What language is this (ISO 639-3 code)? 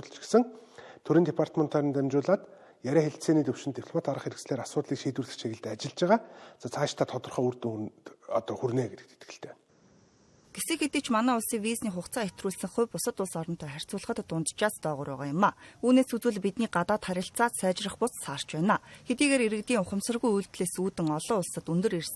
mon